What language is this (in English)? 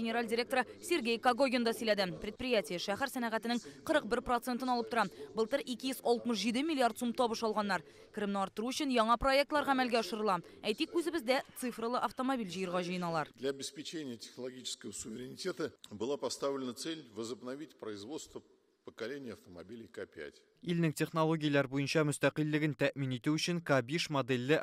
Tatar